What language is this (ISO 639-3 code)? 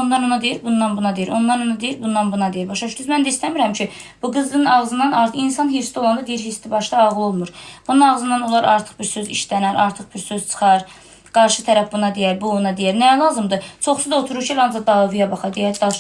aze